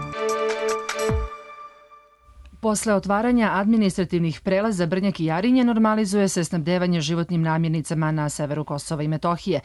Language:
Serbian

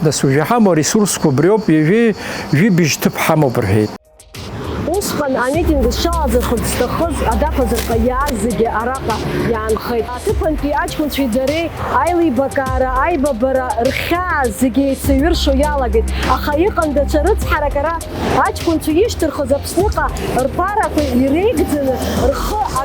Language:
Abkhazian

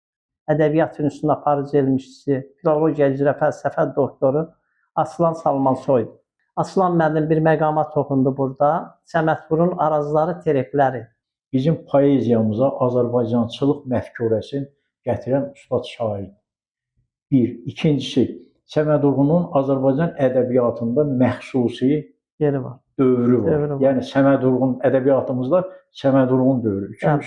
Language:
Azerbaijani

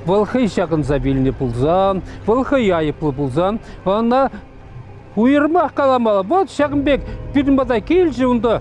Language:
Chuvash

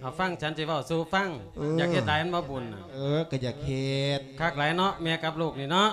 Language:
Lao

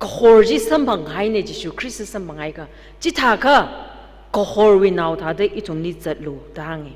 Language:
Tangkhul Naga (India)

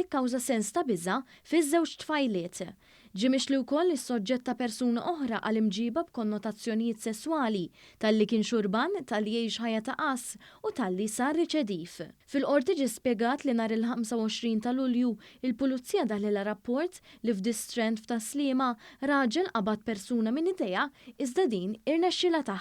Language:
Maltese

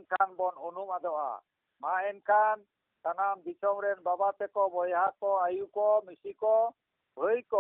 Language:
Santali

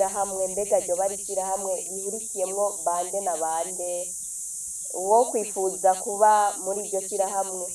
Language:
Rundi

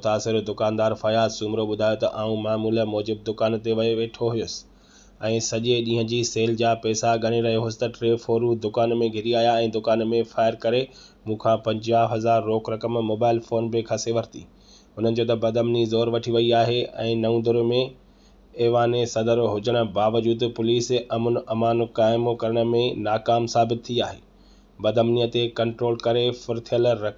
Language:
Sindhi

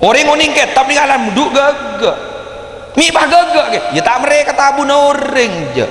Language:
Madurese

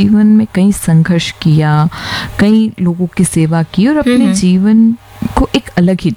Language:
Hindi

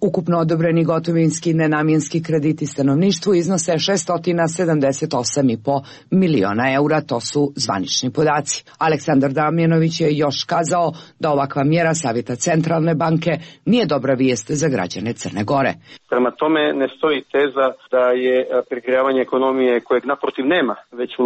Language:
Serbian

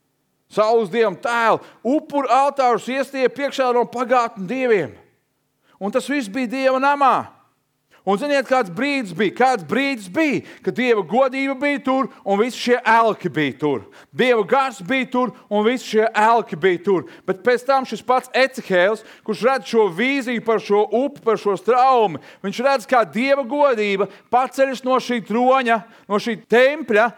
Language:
Latvian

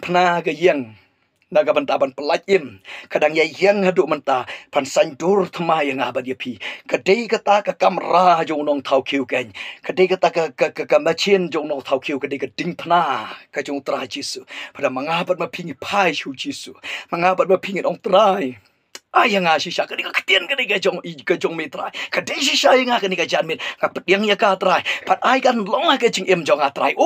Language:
Khasi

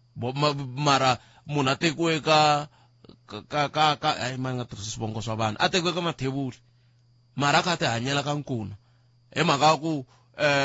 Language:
Tsonga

